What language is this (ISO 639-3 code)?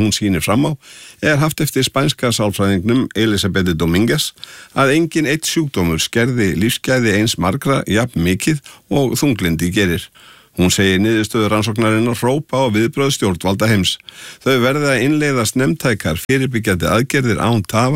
isl